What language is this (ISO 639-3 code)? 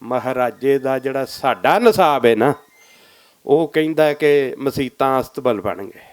lah